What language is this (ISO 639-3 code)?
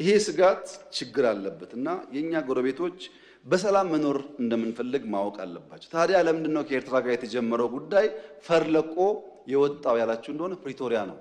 amh